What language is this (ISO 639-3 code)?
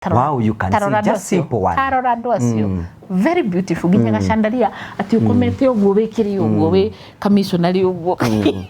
kik